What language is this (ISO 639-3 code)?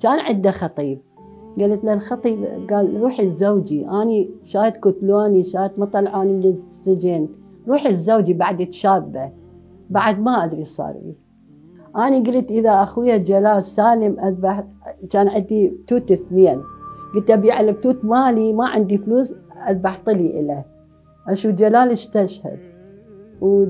acm